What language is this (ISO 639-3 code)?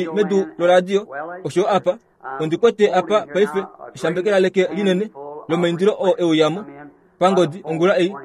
kua